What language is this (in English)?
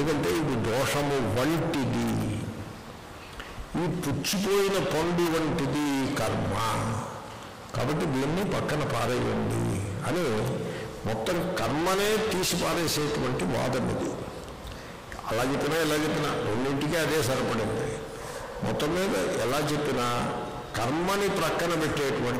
Telugu